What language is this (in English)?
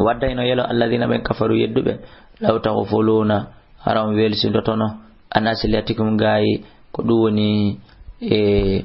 Fula